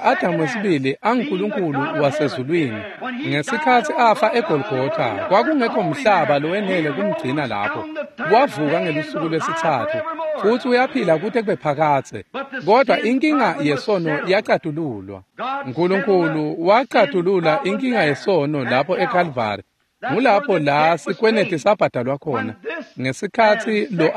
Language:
Swati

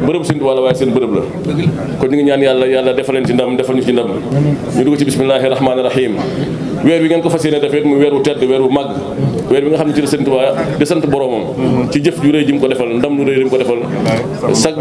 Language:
Wolof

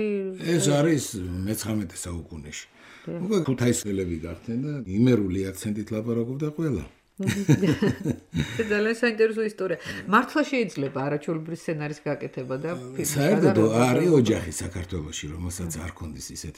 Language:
Georgian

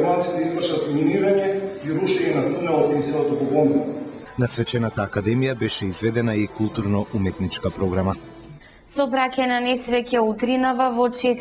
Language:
Macedonian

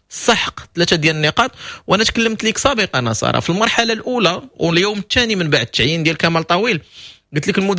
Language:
Moroccan Arabic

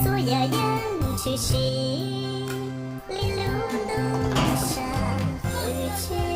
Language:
Hmong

